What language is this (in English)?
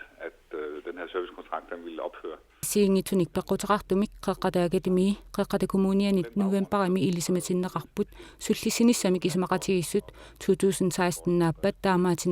Kalaallisut